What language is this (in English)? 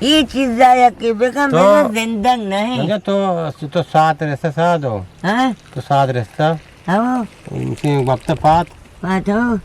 Eastern Balochi